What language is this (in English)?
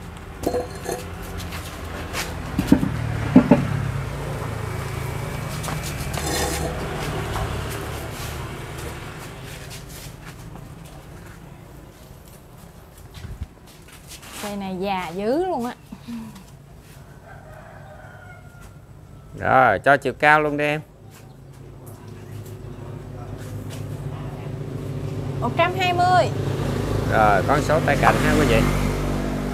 Vietnamese